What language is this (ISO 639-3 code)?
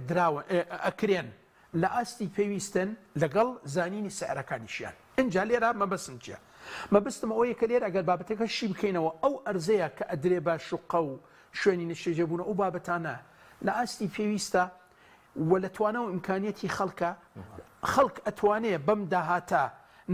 ckb